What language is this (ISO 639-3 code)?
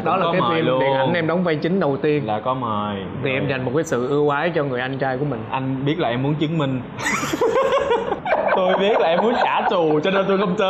vie